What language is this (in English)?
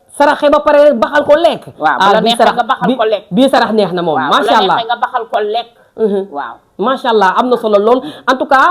Wolof